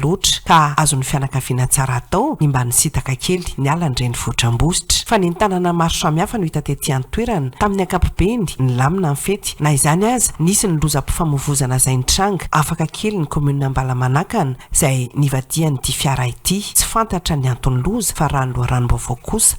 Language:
Malagasy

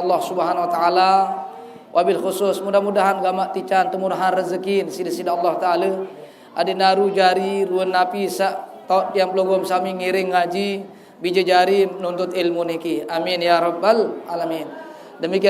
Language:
Sasak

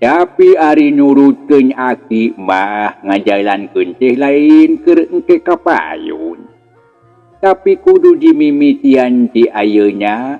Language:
Sundanese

